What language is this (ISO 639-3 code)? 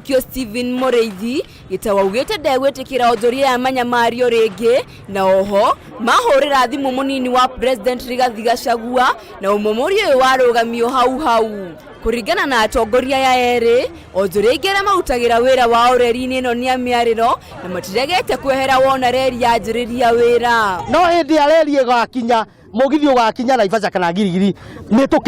kik